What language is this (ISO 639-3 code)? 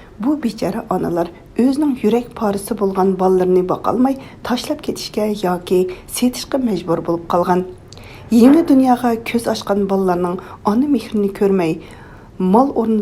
uig